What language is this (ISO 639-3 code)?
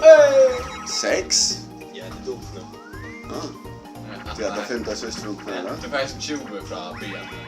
fao